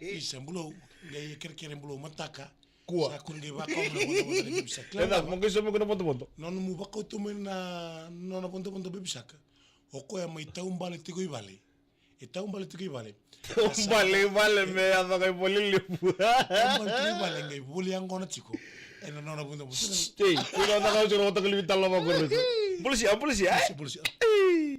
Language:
Fijian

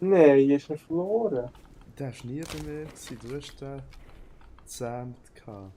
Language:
Swiss German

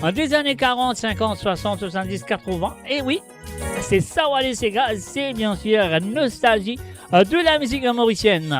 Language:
Morisyen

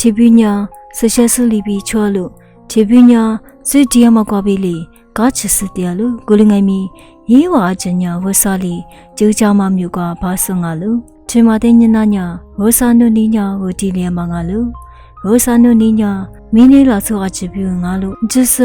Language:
Lisu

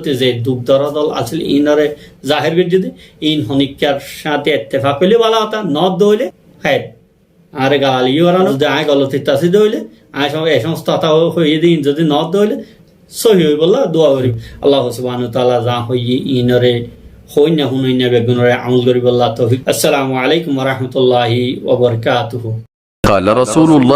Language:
Rohingya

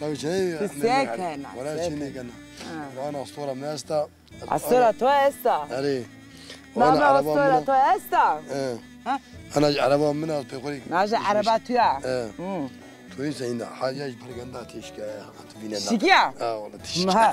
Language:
Zaza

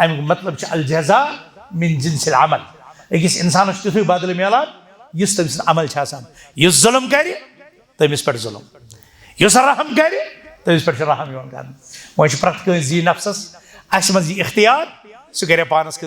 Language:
Kashmiri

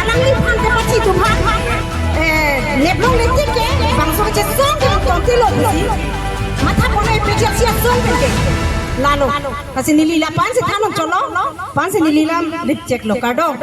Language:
Karbi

